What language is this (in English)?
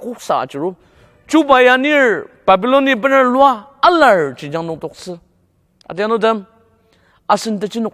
Ao Naga